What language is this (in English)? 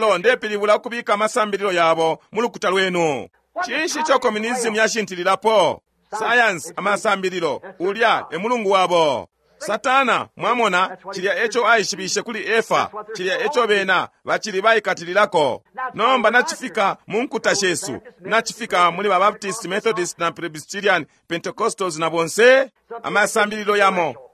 Bemba